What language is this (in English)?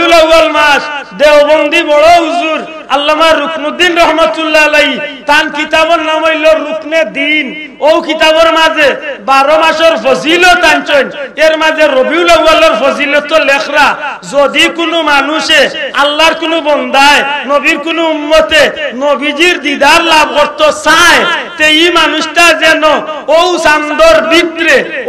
Sylheti